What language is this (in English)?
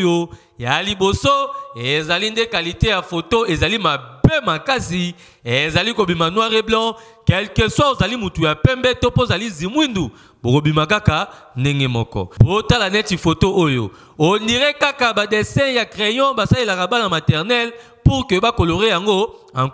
Lingala